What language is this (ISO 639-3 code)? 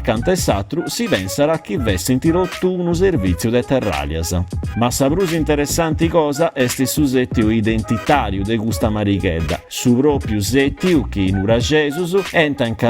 srd